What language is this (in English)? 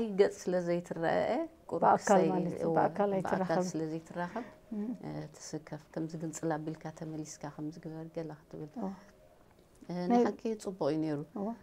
Tigrinya